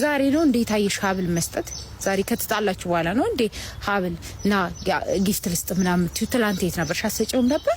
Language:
Amharic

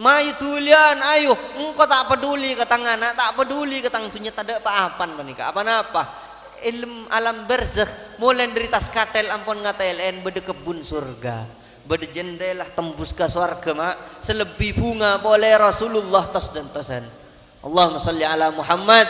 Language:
Madurese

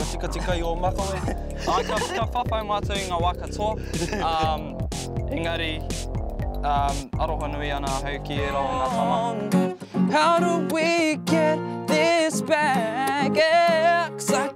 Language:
Māori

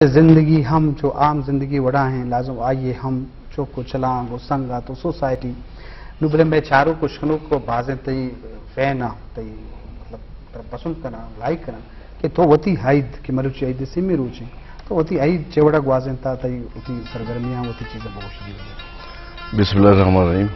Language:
Eastern Balochi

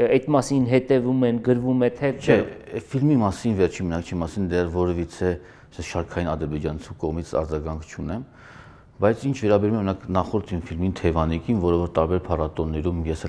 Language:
Armenian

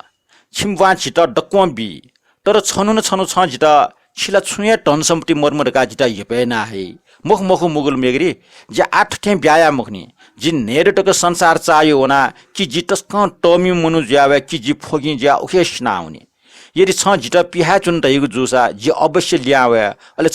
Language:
Newari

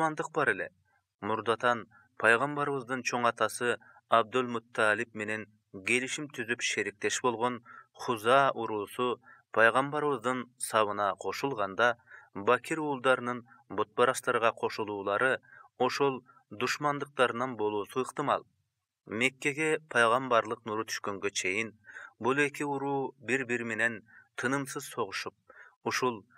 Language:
Kyrgyz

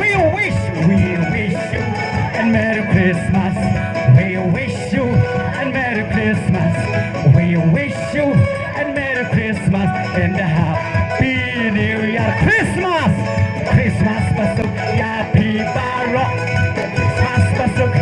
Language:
Khasi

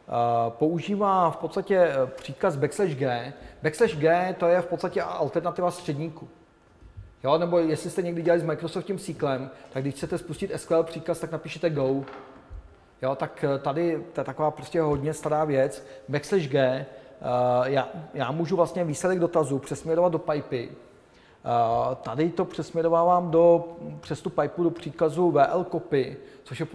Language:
Czech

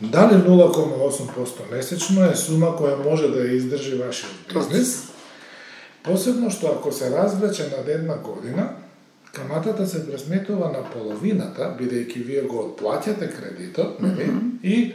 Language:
Macedonian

